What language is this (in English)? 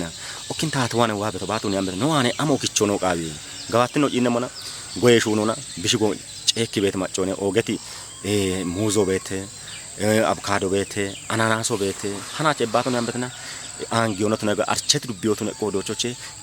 Kafa